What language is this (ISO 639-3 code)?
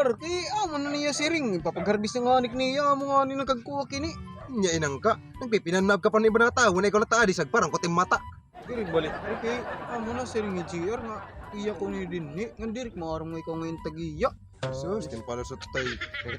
war